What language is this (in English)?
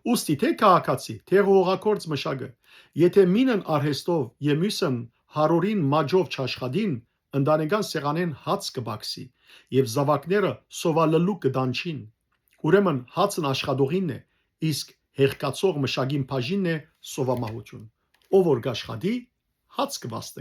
Western Armenian